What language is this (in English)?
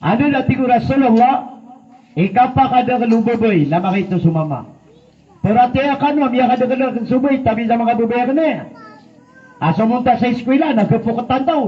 Maranao